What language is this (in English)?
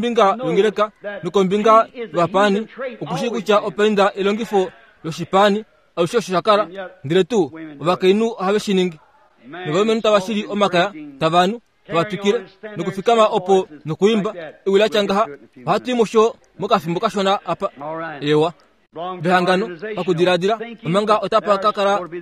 Kuanyama